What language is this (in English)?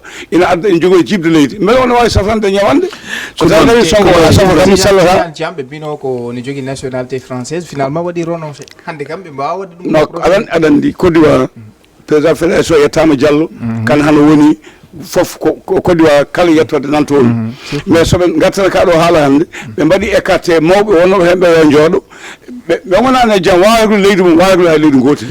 Fula